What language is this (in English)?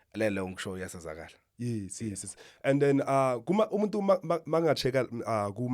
Zulu